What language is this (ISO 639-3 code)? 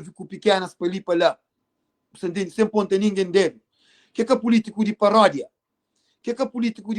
kea